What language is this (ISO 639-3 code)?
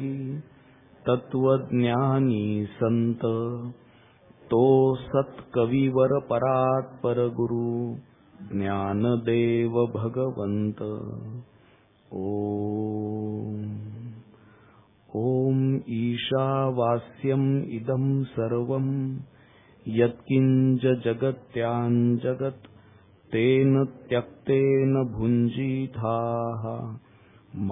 mar